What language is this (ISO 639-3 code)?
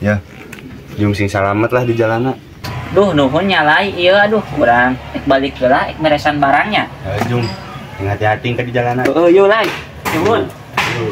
sun